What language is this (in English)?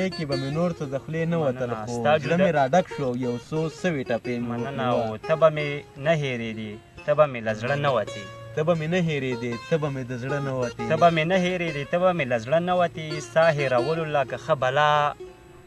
Pashto